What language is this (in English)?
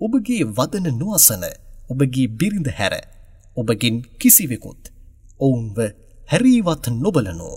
Sinhala